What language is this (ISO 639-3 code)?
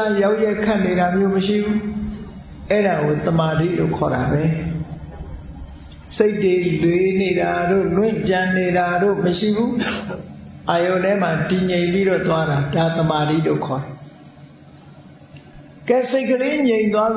mya